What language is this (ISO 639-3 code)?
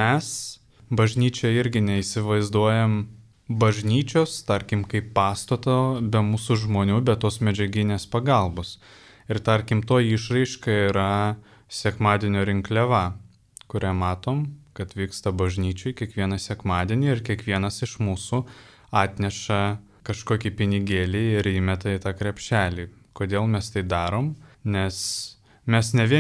lit